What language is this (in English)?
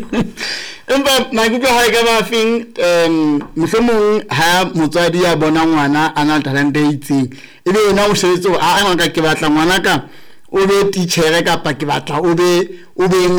Southern Sotho